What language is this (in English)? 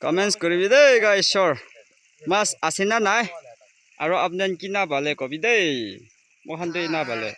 Naga Pidgin